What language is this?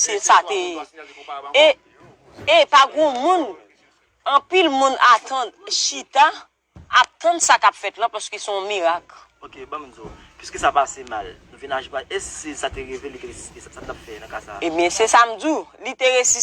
Haitian Creole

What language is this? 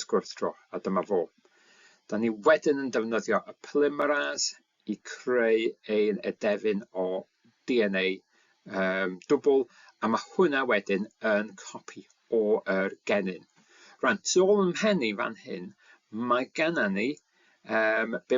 Welsh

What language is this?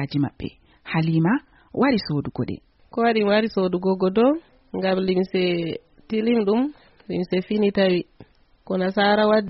Fula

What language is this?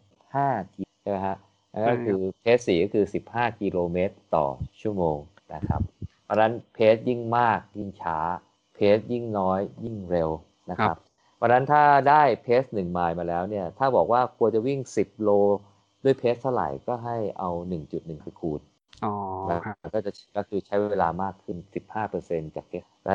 Thai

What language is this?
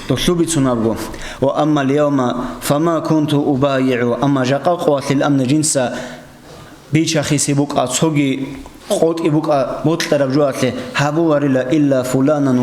Avaric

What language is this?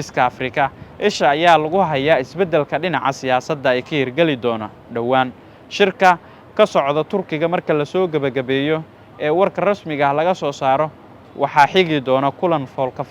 Somali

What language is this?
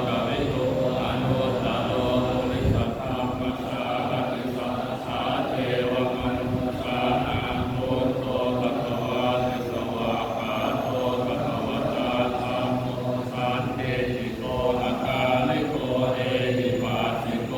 Pali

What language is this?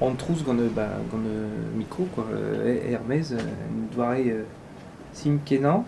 Breton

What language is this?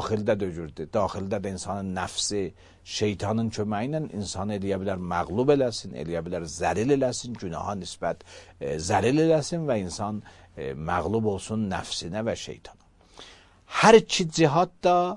Azerbaijani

